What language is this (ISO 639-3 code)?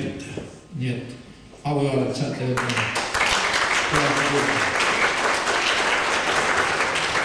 est